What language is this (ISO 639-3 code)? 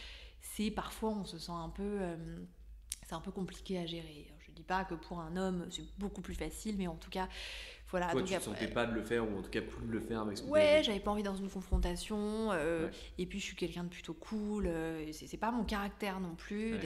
fra